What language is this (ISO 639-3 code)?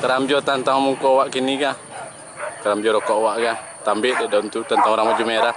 min